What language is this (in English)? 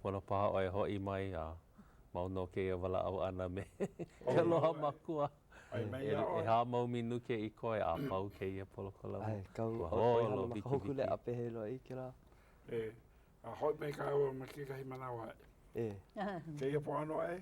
Hawaiian